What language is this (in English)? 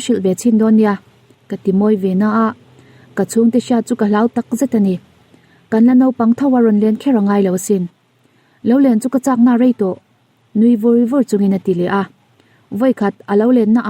Mizo